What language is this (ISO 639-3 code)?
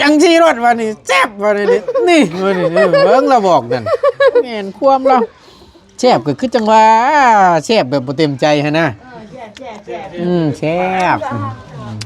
tts